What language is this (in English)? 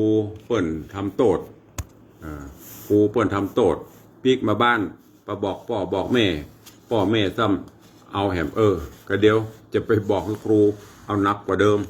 Northern Thai